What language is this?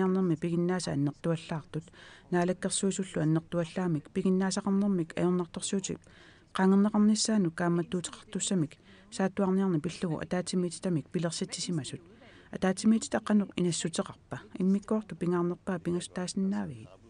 Kalaallisut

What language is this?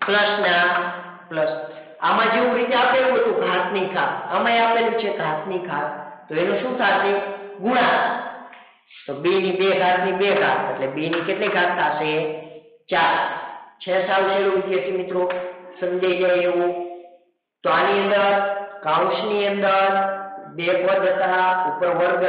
Gujarati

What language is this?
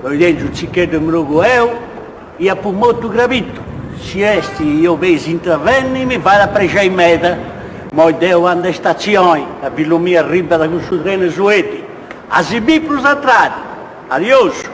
Sardinian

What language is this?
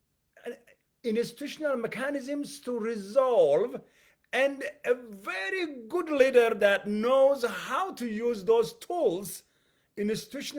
English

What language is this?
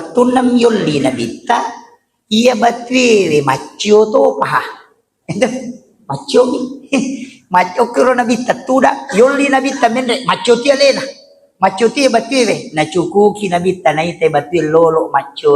Buginese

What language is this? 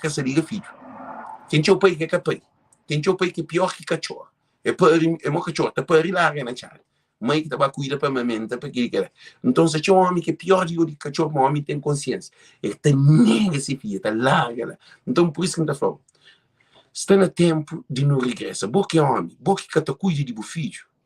Kabuverdianu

